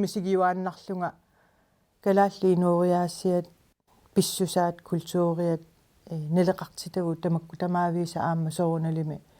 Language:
Kalaallisut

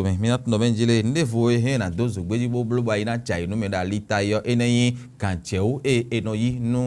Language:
Fon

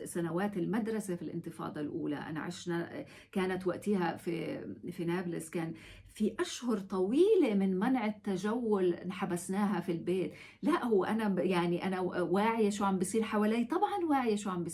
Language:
North Levantine Arabic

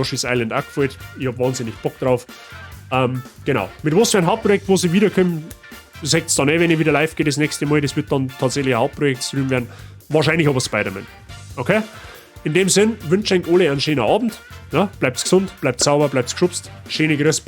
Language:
Bavarian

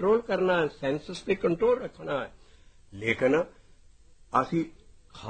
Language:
Punjabi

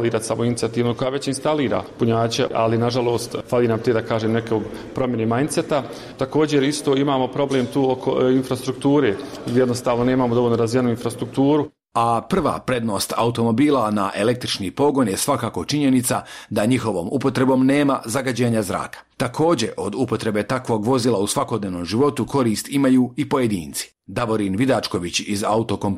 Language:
Bosnian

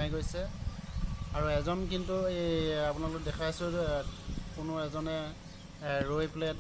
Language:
Assamese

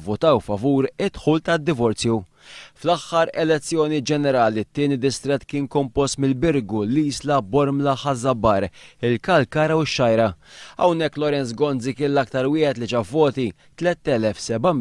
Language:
Maltese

